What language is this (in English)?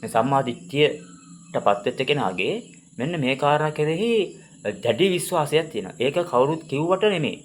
Sinhala